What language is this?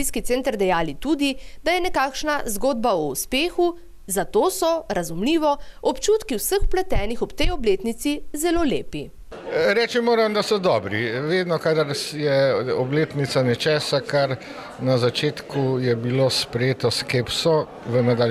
Slovenian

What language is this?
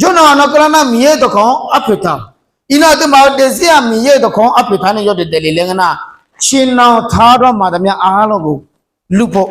Akha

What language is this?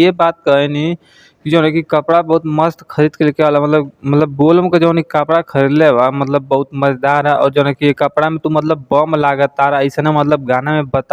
Bhojpuri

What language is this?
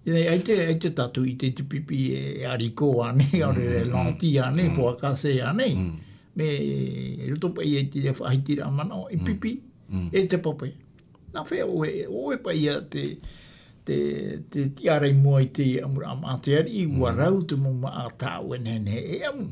Tahitian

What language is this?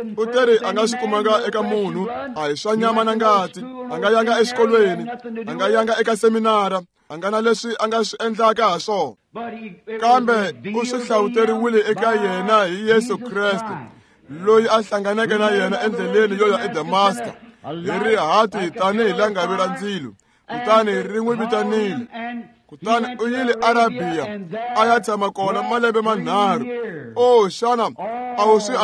Tsonga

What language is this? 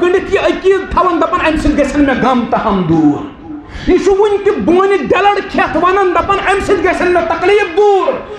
Kashmiri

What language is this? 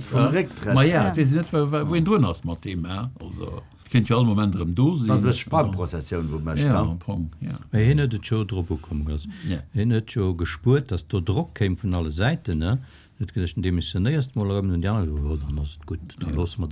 Luxembourgish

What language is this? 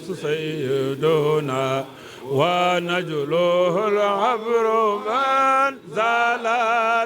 Fula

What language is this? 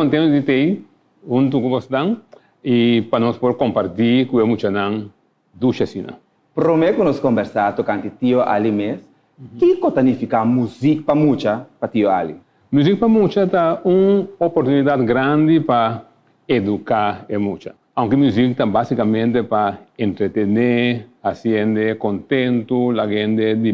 Papiamento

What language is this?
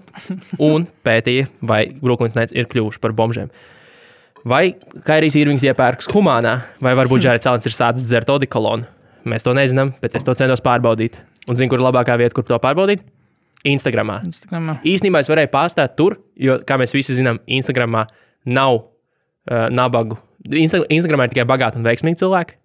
Latvian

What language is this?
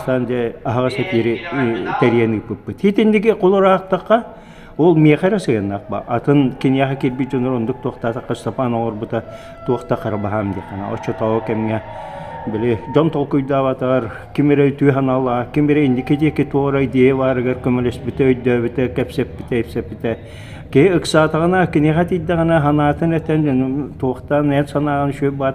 Yakut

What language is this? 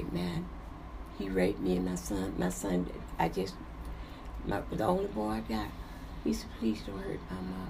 English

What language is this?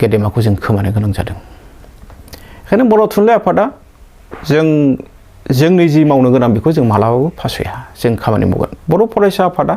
Bodo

